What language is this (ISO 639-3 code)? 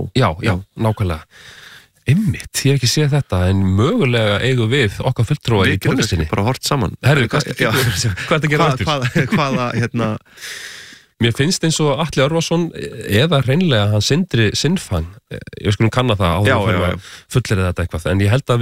isl